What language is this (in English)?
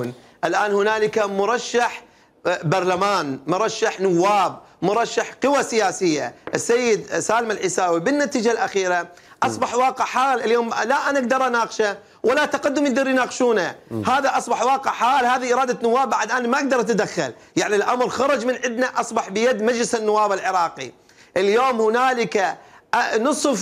Mesopotamian Arabic